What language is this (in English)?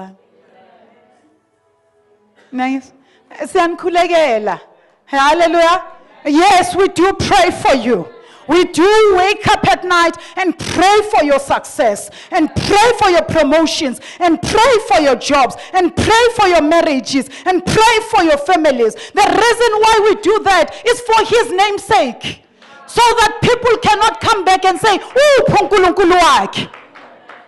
English